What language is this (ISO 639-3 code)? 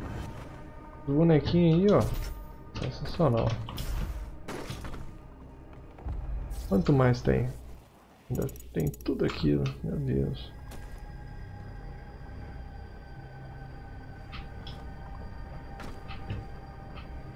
por